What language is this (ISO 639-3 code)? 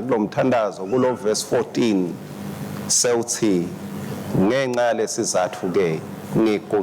ssw